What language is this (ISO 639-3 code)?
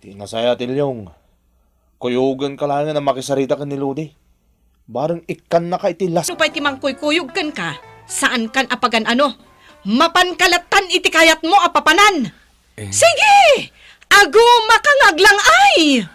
ilo